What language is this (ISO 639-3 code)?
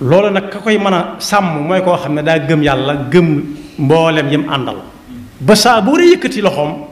wol